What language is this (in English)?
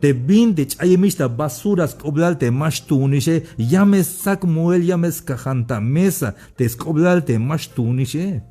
Tzeltal